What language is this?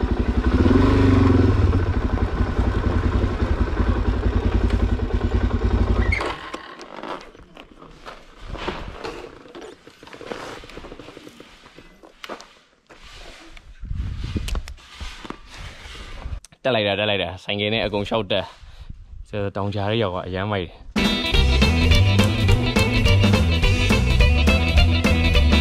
Burmese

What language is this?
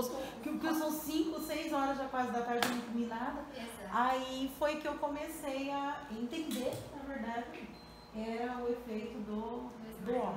Portuguese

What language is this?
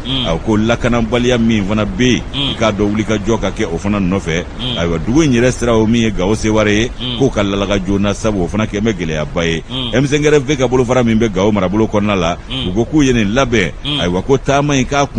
Bambara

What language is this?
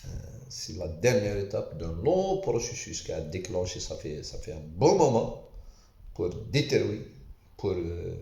Kabyle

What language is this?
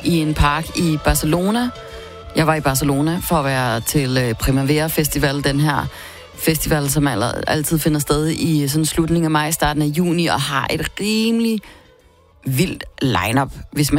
Danish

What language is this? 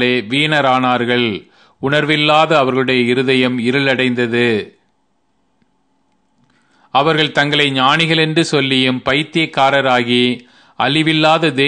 Tamil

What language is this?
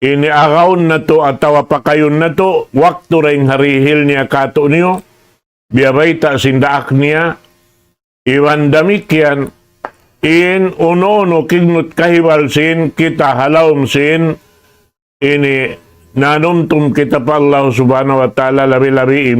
Tausug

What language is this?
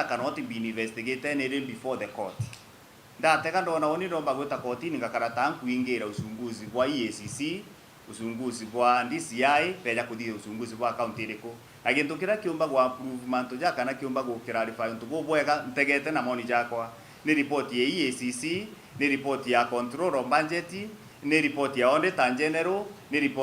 Meru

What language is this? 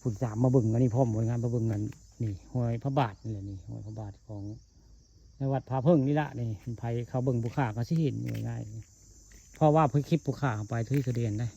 Northeastern Thai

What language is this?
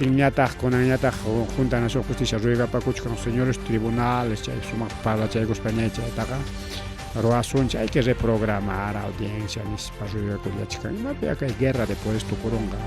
Ayacucho Quechua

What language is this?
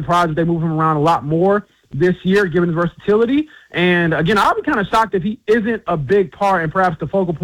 English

